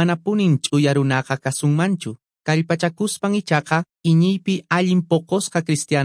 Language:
Quechua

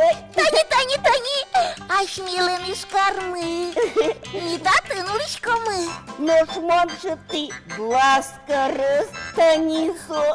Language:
Udmurt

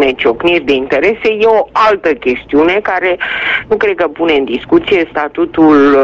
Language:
Romanian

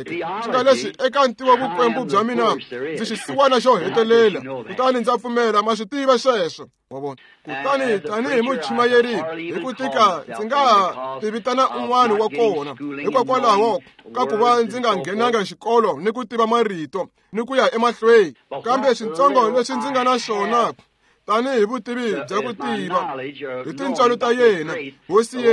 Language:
Tsonga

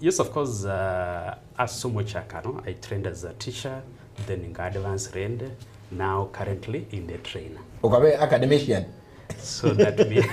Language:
Gusii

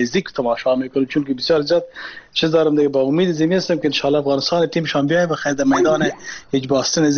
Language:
Persian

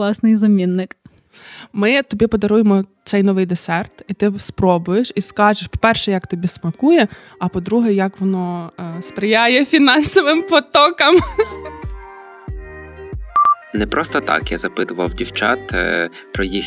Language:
Ukrainian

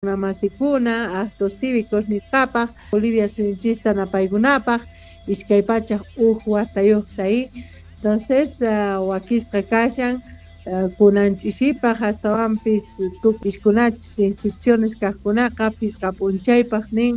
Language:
South Bolivian Quechua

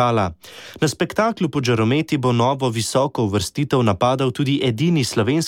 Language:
Slovenian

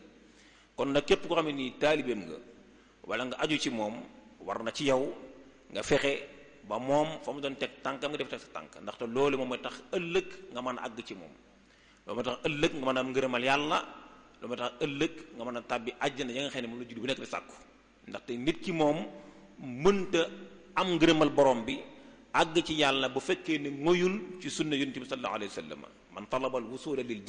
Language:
Wolof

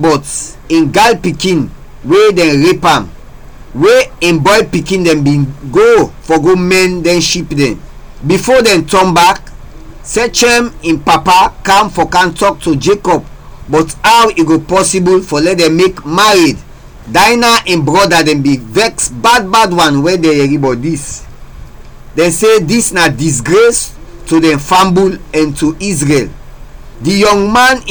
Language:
Krio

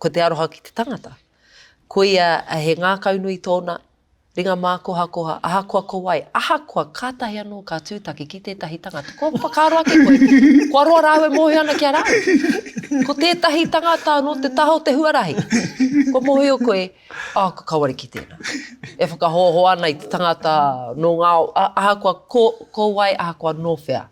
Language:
Māori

